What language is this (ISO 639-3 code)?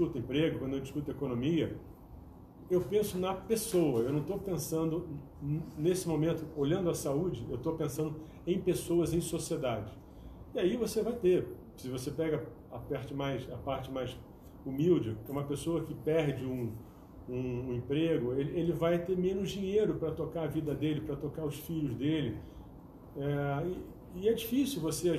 por